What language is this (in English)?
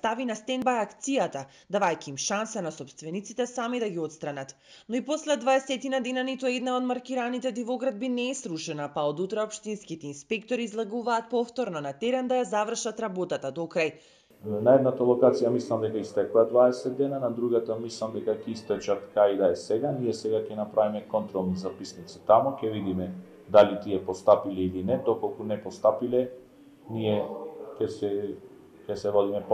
Macedonian